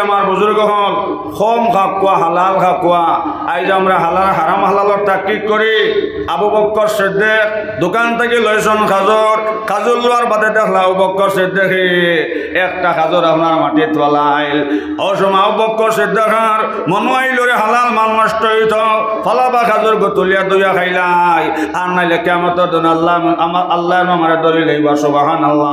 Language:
Sylheti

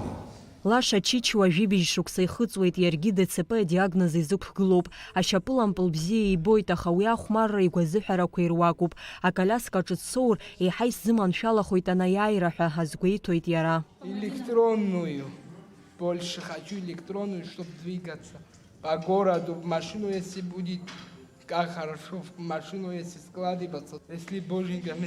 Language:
Abkhazian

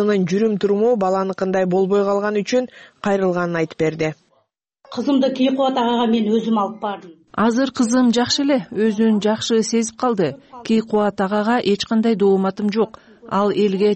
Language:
Kyrgyz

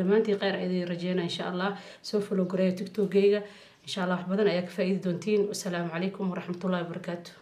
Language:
Somali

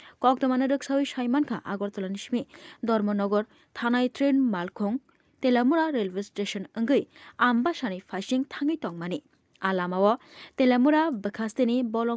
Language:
Kok Borok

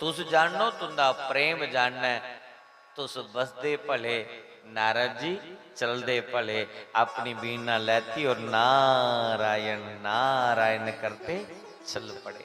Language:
Dogri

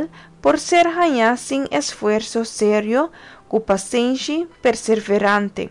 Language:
Papiamento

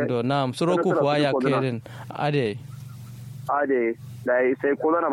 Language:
Kanuri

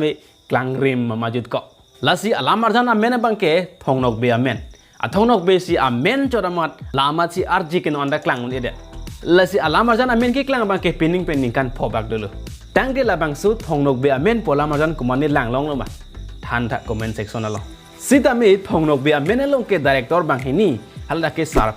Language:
Karbi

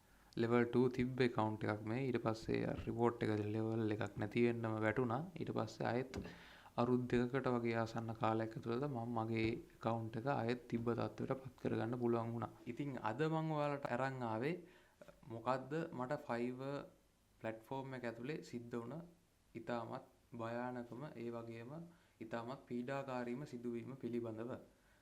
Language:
Sinhala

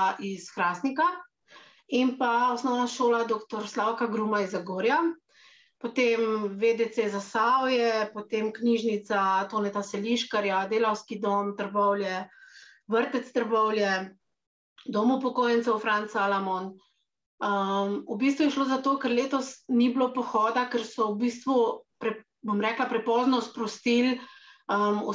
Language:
Slovenian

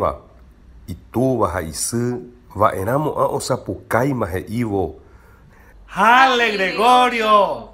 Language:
Guarani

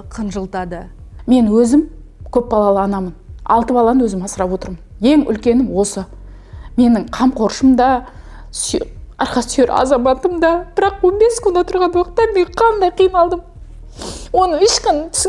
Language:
Kazakh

